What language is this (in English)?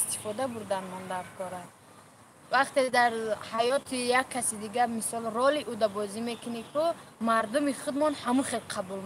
Tajik